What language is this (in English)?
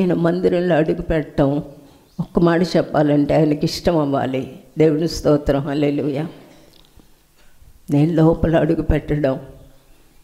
Telugu